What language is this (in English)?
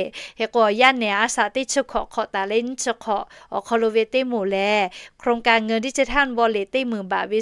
Lahu